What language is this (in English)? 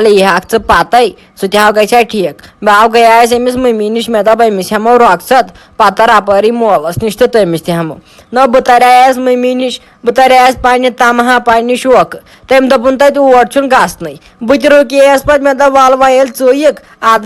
Kashmiri